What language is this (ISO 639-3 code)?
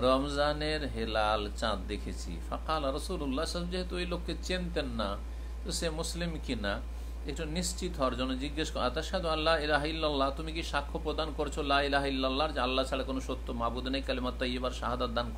ben